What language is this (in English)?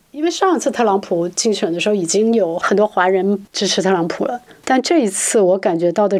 Chinese